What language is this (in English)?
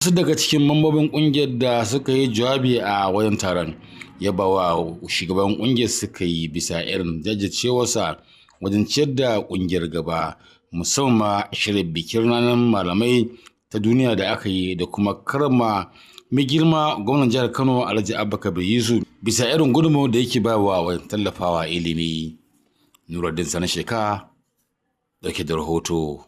Hausa